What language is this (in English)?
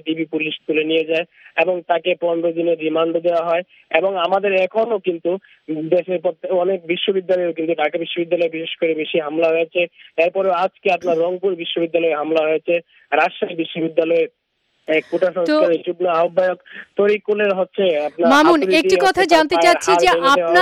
Bangla